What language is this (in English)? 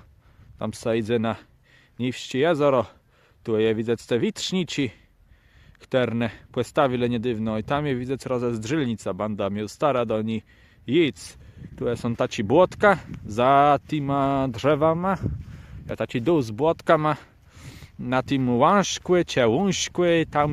Kashubian